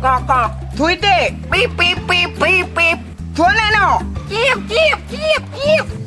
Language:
Achinese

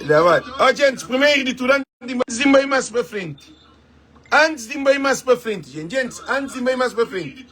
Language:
Kabuverdianu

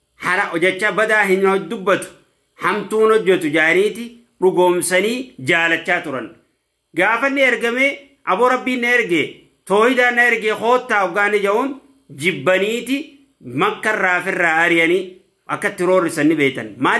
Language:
Oromo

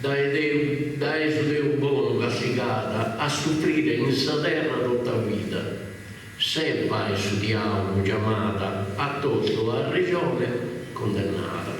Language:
Sardinian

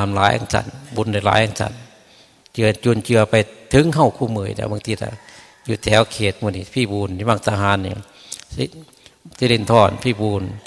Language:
Northeastern Thai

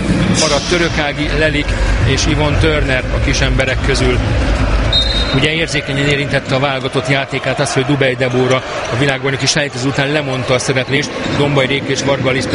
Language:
Hungarian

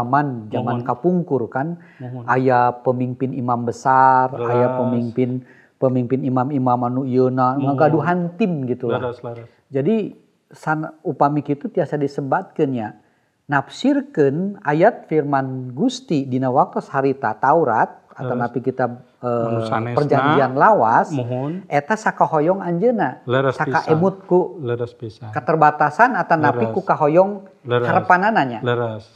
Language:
Sundanese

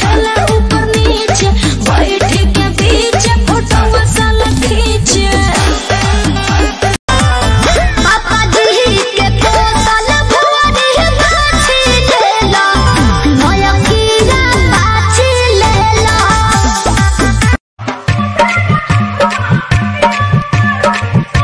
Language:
Bhojpuri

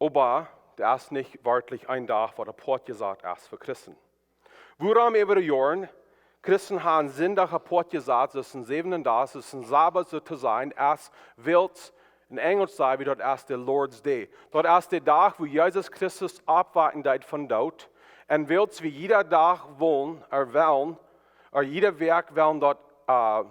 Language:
Plautdietsch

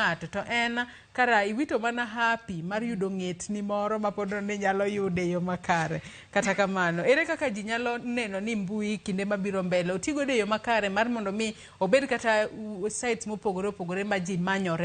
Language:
Luo (Kenya and Tanzania)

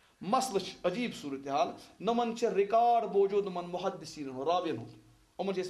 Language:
Kashmiri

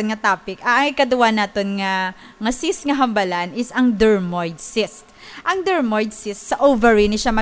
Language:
Hiligaynon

